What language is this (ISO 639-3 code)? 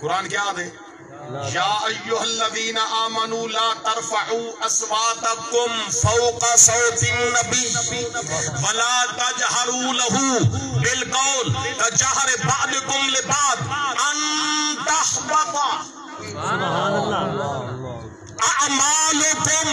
skr